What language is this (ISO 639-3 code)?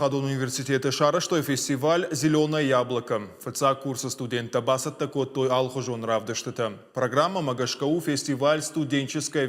oss